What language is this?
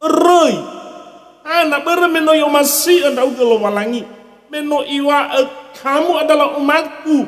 Nias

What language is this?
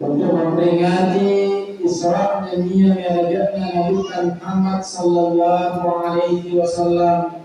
Buginese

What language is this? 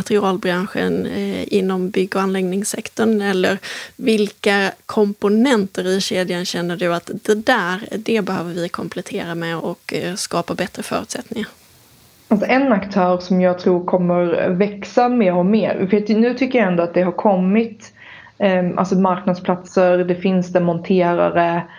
Swedish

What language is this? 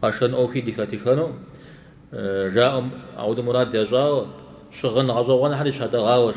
Kabardian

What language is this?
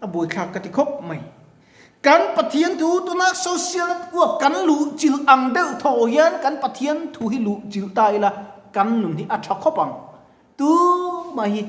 Mizo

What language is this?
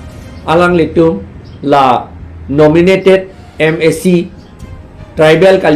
Karbi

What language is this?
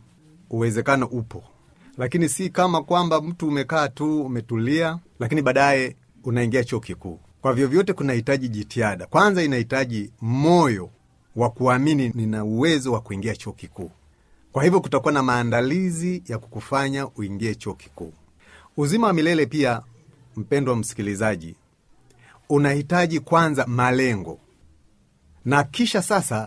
Swahili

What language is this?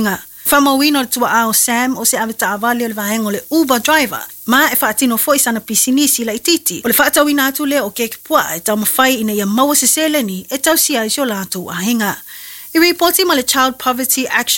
Samoan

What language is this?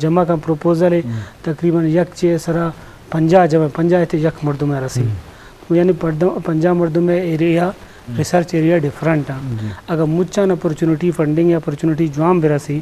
Eastern Balochi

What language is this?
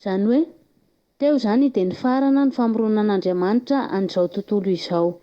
Malagasy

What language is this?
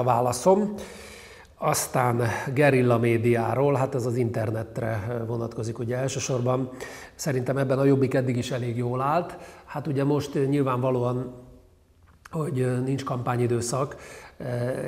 Hungarian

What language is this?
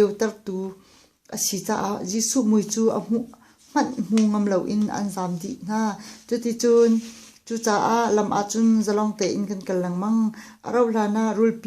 Hakha Chin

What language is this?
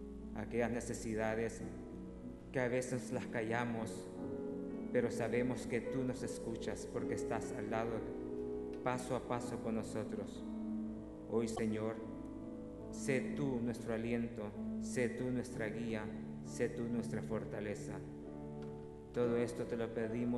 Spanish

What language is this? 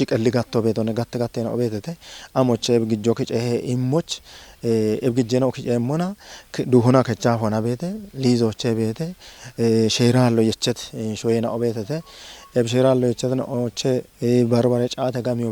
Kafa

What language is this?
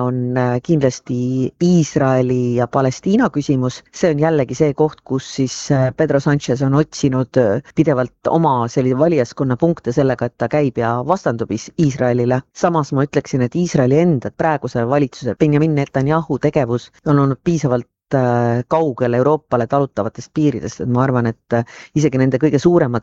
Estonian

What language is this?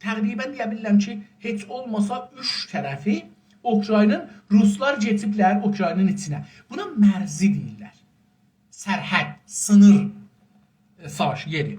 South Azerbaijani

